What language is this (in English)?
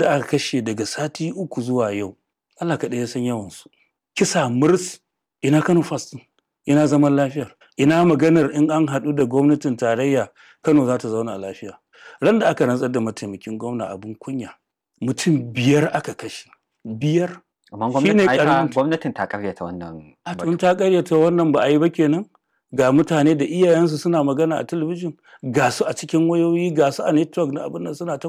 Hausa